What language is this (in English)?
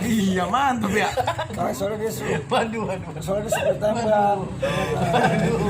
Betawi